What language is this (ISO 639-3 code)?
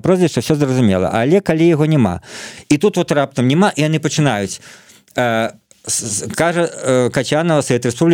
bel